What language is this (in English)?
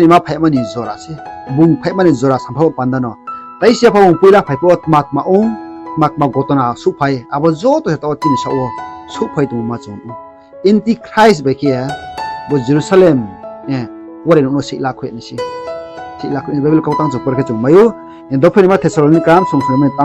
Riang (India)